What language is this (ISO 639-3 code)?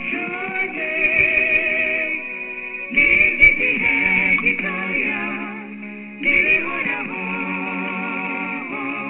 kin